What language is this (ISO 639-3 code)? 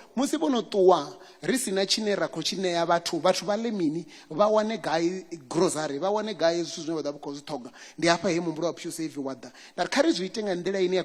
ven